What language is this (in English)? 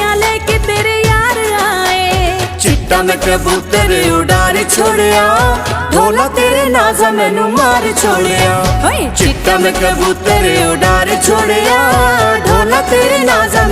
Pahari-Potwari